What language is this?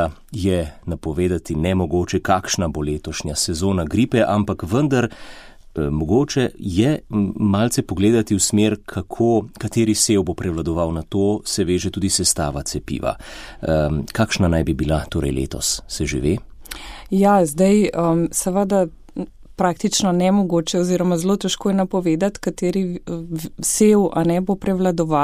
Slovenian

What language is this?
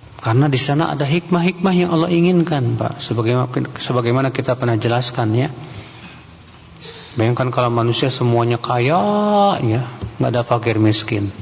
Indonesian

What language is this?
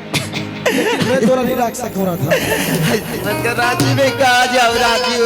Chhattisgarhi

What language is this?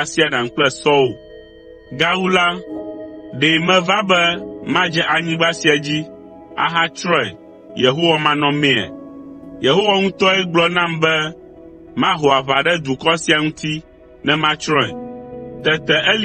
Ewe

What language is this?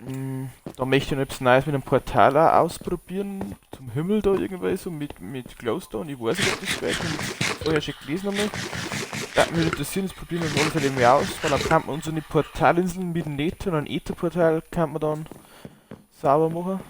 Bavarian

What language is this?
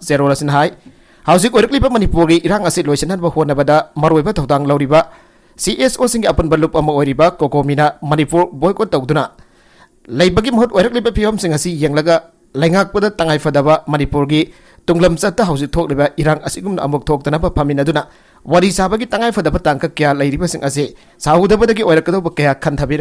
Manipuri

